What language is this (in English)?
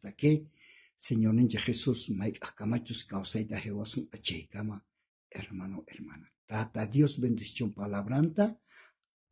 South Bolivian Quechua